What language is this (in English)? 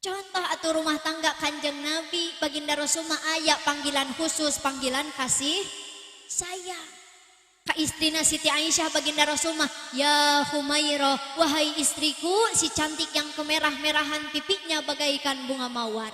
Sundanese